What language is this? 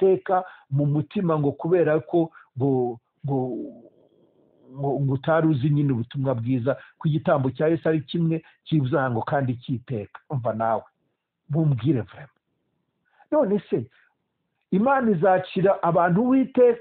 Kinyarwanda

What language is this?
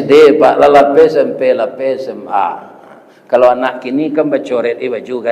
Minangkabau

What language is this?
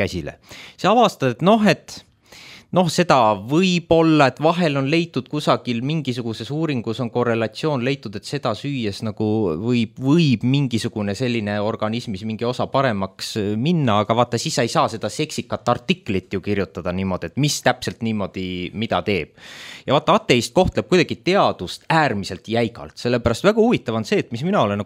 Estonian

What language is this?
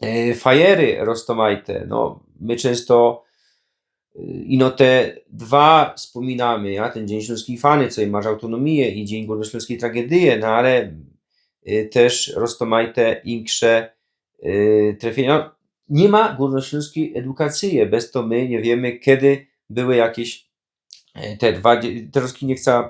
Silesian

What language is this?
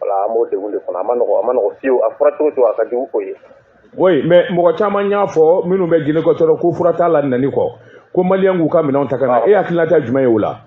Bambara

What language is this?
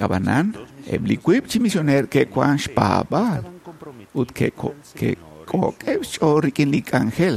Kekchí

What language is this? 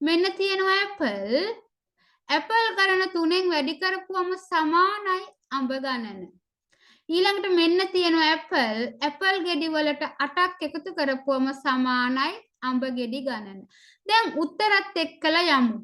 Sinhala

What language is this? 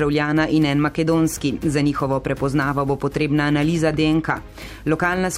Slovenian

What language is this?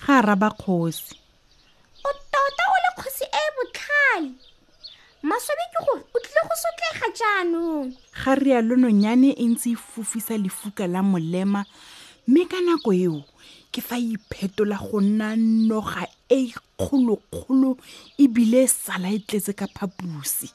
Tswana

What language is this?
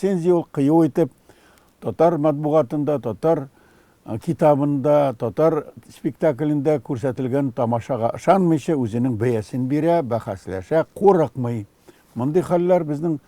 Tatar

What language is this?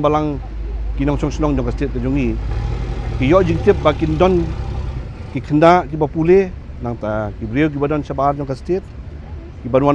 Khasi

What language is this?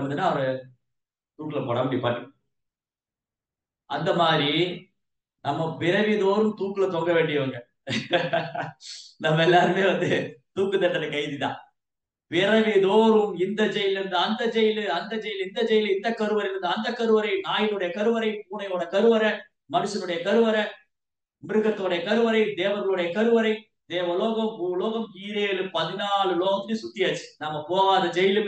Tamil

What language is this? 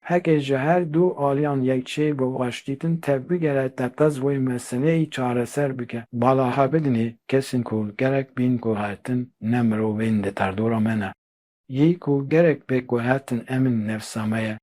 Kurdish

